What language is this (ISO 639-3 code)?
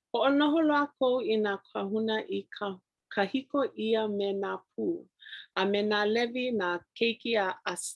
haw